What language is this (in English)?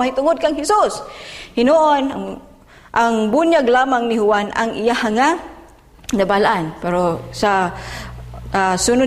Cebuano